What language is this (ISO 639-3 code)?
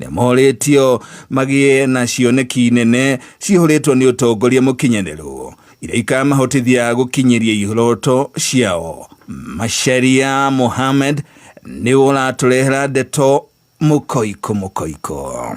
kik